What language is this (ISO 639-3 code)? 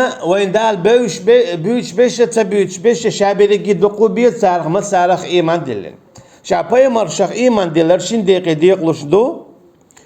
che